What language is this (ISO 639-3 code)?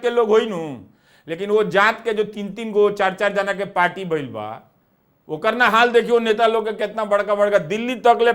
bho